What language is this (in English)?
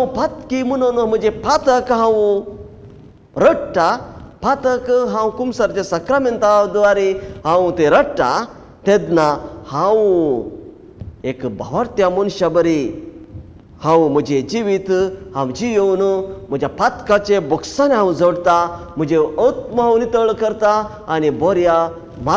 Konkani